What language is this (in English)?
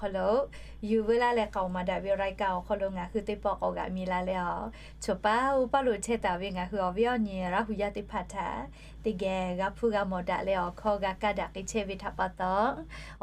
Lahu